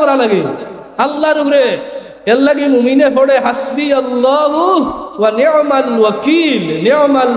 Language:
Sylheti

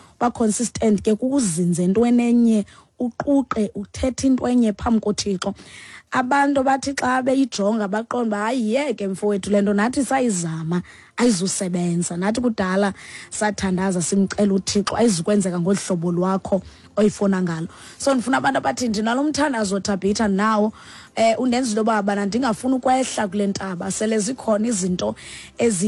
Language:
Xhosa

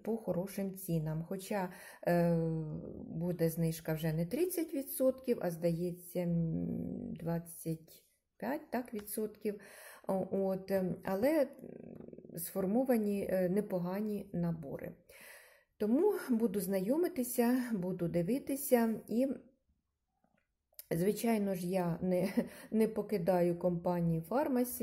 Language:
Ukrainian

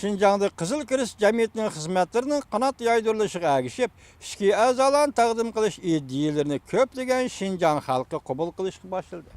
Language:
Uyghur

